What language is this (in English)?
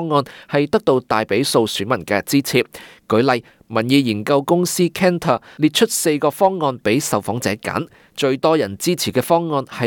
Cantonese